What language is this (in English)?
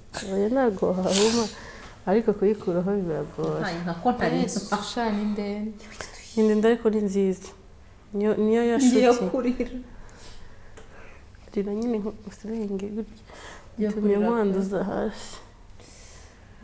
Kinyarwanda